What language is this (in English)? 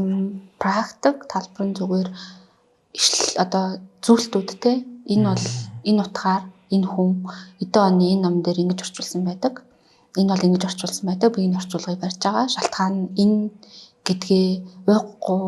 Mongolian